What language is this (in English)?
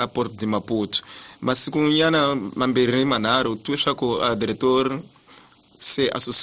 Tsonga